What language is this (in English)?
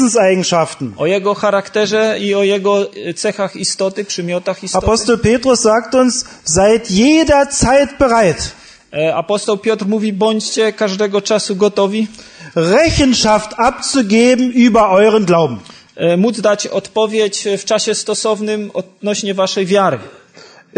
Polish